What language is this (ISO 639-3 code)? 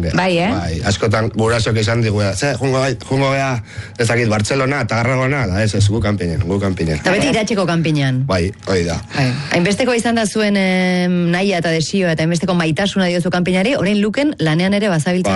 eus